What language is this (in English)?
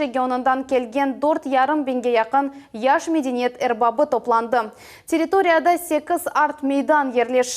Crimean Tatar